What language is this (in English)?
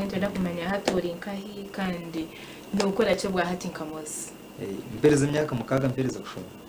Nyankole